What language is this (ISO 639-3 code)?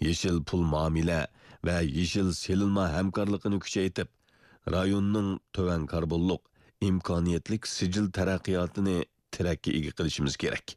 uig